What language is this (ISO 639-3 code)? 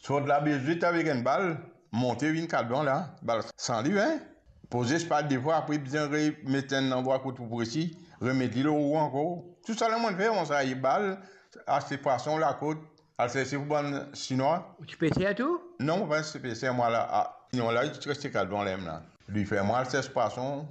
mfe